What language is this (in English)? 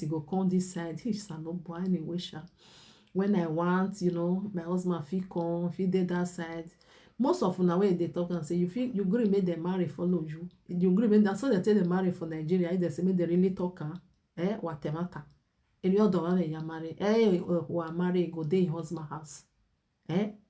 Nigerian Pidgin